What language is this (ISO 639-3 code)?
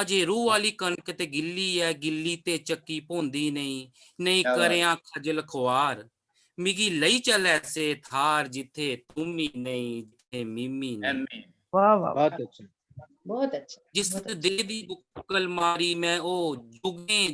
doi